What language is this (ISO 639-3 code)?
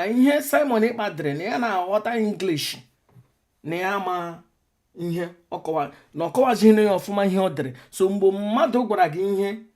ibo